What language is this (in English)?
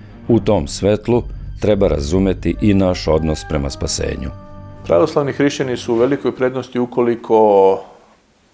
Serbian